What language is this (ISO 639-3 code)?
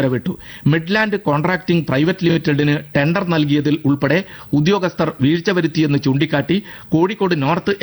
mal